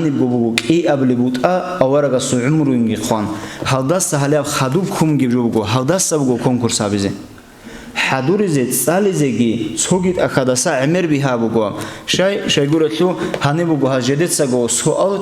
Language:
Avaric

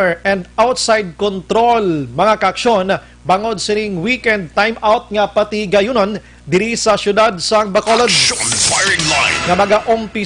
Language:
Hiligaynon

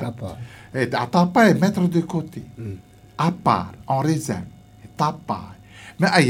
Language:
Galician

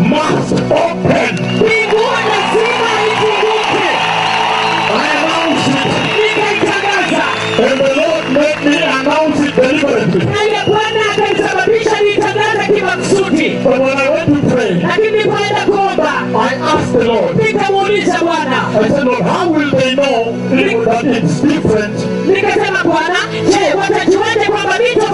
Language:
Swahili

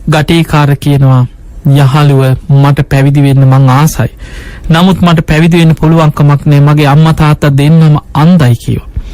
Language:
Sinhala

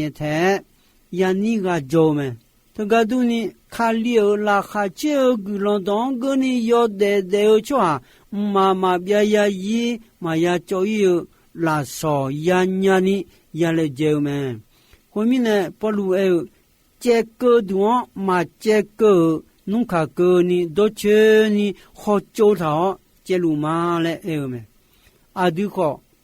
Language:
Akha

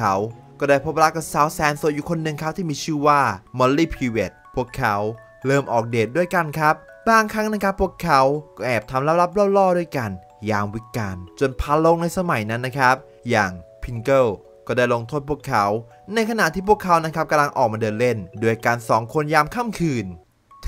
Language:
Thai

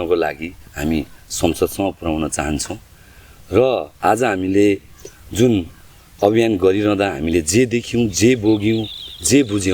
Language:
Nepali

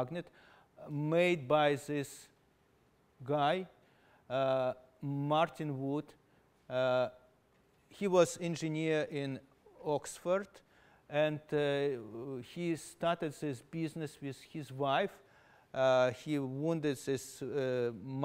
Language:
English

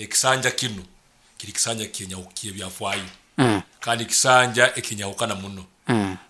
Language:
Nyoro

